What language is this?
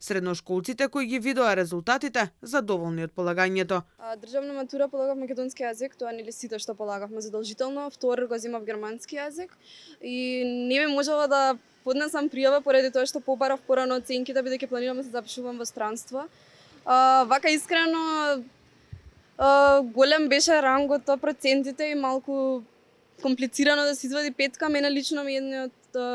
Macedonian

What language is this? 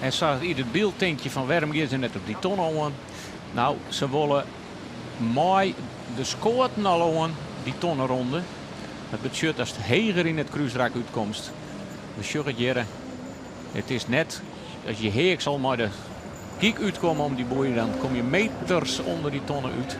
Western Frisian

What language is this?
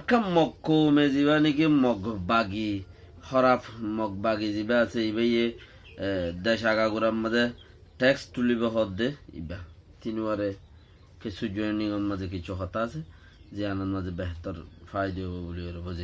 Rohingya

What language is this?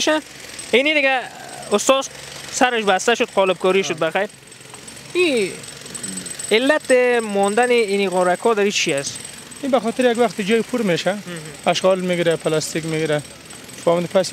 Persian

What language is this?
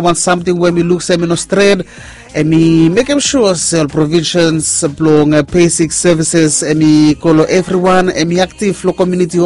Bislama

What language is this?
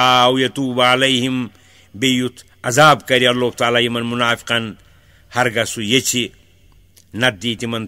Kashmiri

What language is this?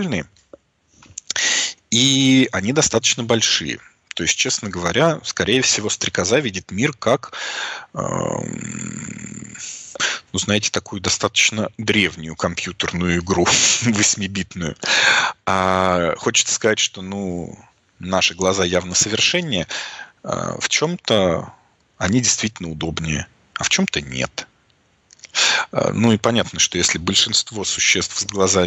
Russian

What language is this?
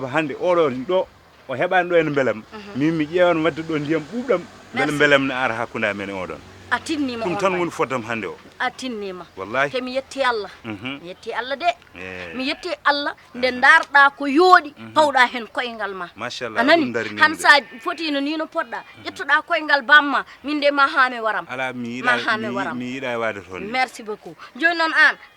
Fula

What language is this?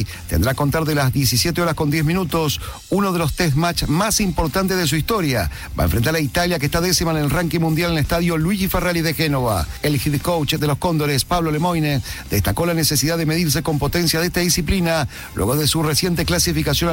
Spanish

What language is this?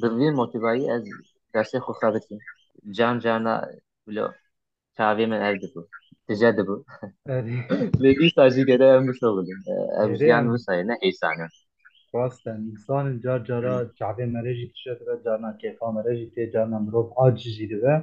Kurdish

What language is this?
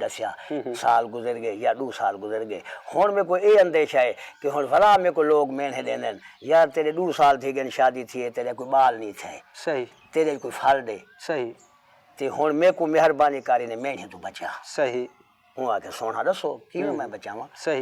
Saraiki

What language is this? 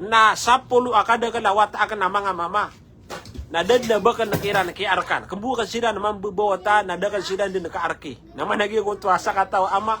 Maranao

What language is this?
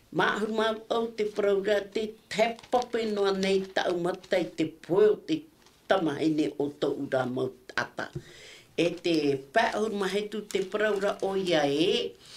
Tahitian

